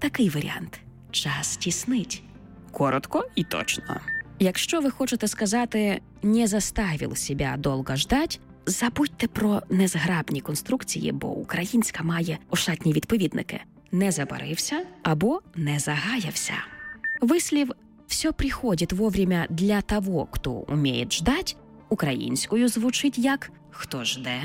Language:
Ukrainian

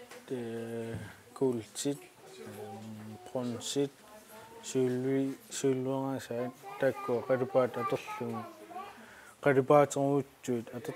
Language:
Kalaallisut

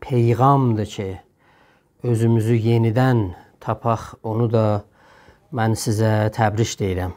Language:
South Azerbaijani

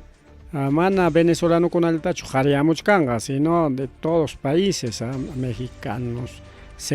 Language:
Ayacucho Quechua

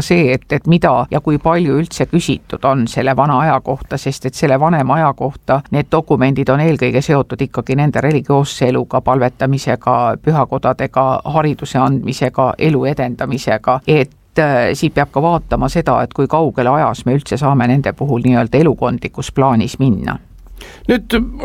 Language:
Estonian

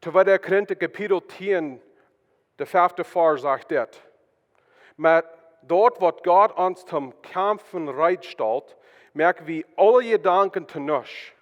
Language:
Plautdietsch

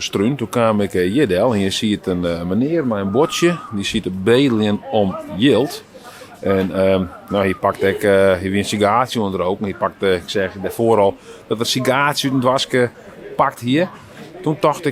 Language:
Western Frisian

